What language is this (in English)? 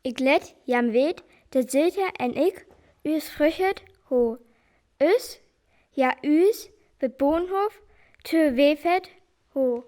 Northern Frisian